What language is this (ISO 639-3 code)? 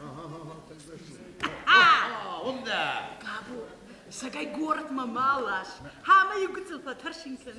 oss